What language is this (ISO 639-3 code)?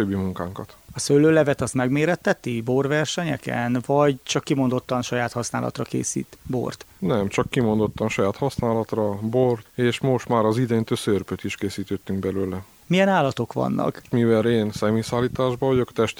hun